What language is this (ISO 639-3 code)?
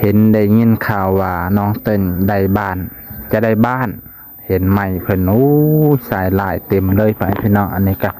lao